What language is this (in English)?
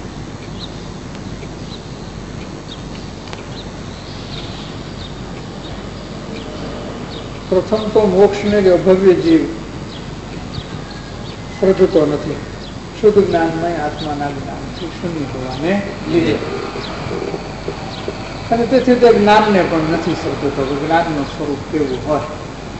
Gujarati